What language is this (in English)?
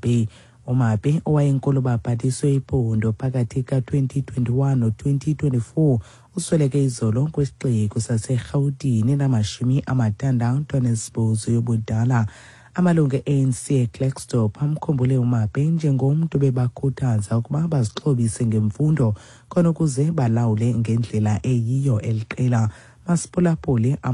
Xhosa